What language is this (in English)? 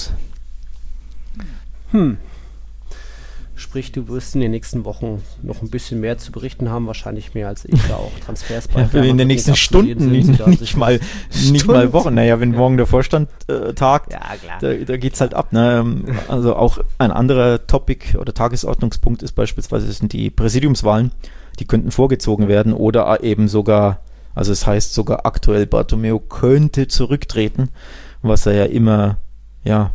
German